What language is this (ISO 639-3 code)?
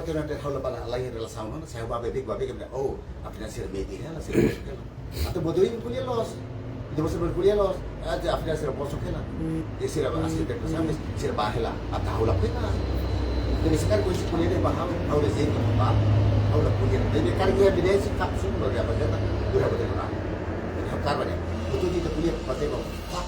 tet